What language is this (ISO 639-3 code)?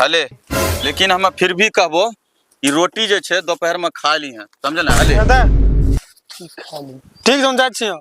anp